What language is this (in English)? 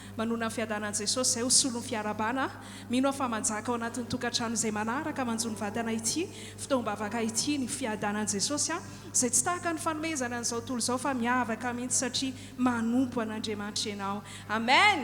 Malagasy